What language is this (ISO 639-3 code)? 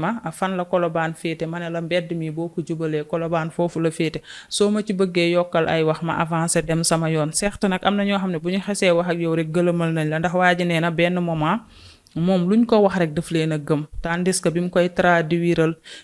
wol